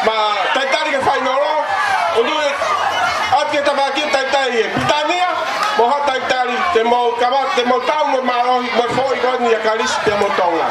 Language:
Tongan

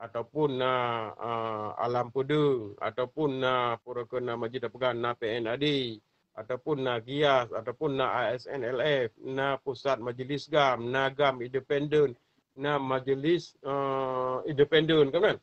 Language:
Achinese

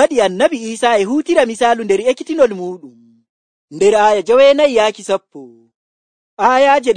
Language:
Nigerian Fulfulde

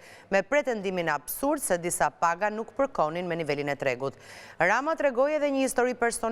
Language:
Albanian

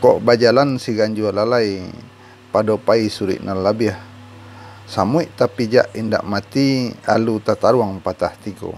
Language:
Minangkabau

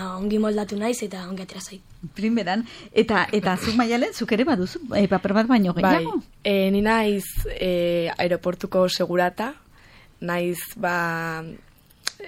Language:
Basque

